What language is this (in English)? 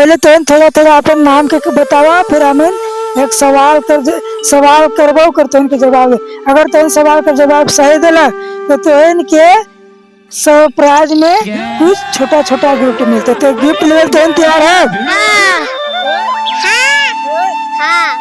Sadri